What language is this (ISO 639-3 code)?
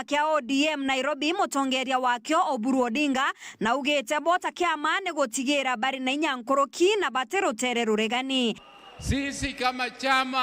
mer